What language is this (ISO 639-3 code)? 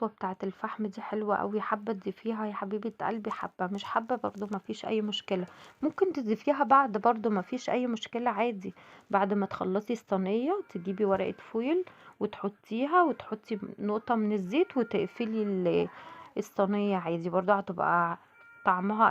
arz